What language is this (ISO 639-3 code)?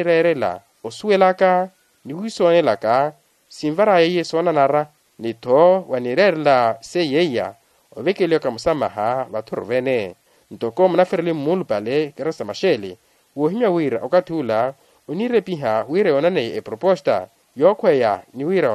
vmw